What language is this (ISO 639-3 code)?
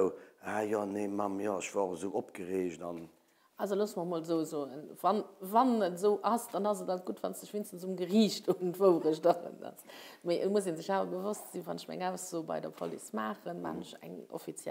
ltz